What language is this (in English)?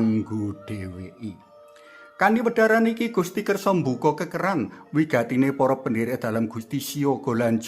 Javanese